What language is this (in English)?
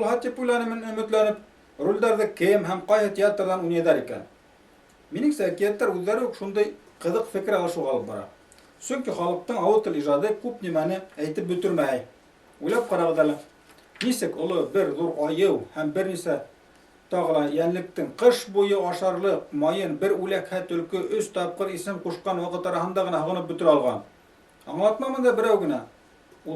Bashkir